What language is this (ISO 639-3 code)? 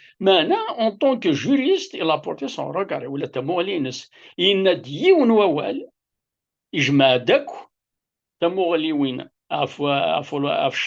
kab